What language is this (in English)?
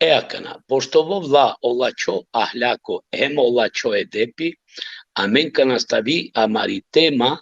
Balkan Romani